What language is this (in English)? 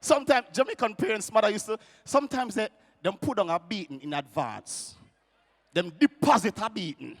Jamaican Creole English